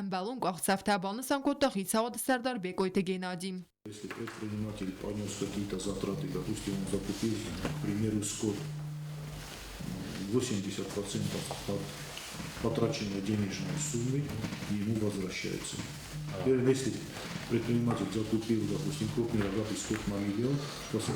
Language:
Ossetic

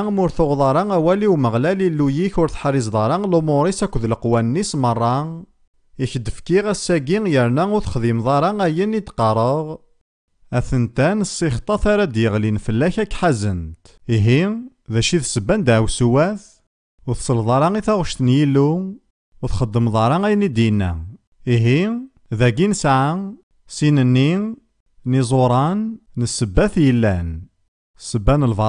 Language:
Kabyle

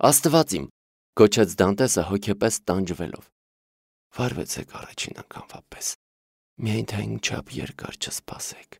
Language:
Armenian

